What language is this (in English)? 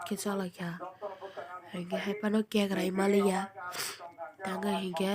Kok Borok